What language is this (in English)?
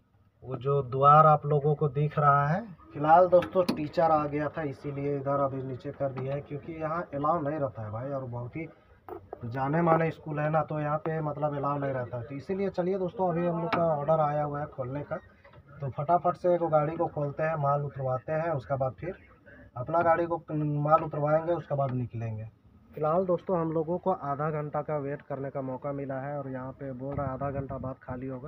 Hindi